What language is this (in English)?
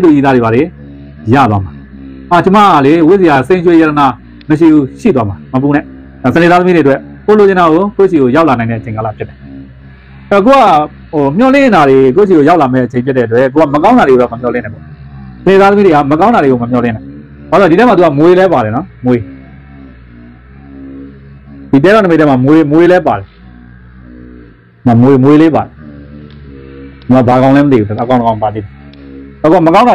Burmese